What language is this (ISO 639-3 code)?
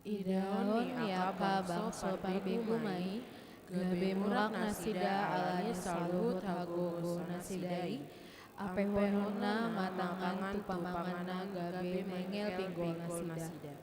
bbc